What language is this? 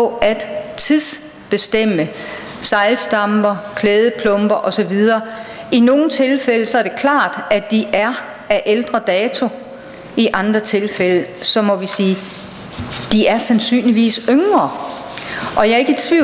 Danish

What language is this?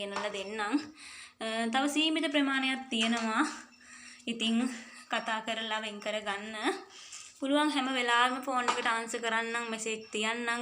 Sinhala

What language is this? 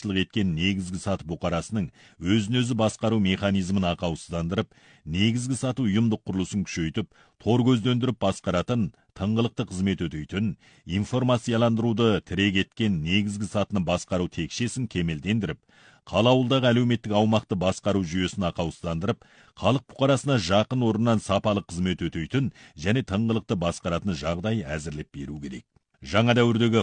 Kazakh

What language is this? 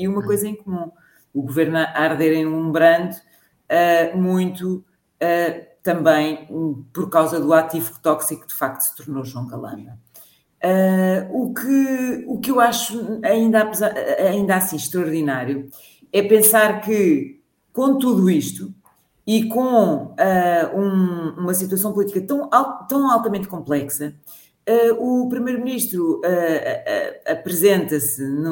Portuguese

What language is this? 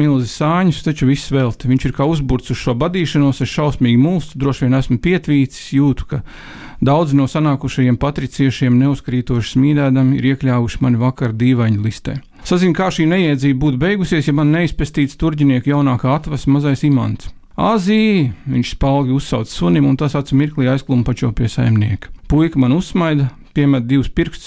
Latvian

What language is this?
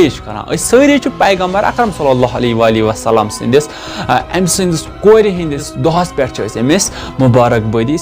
Kashmiri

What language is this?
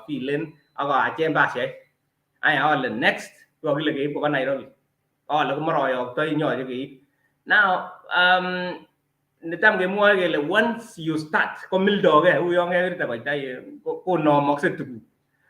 Kalenjin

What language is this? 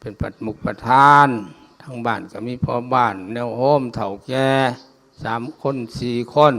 Lao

